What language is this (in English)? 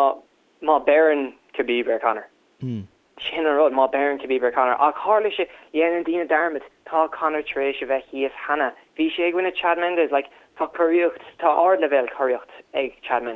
Irish